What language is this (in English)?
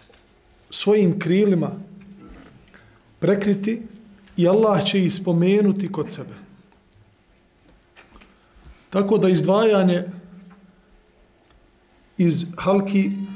Bosnian